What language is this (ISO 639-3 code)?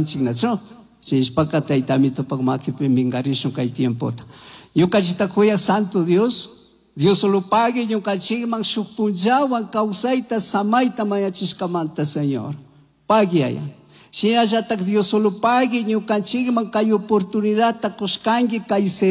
qug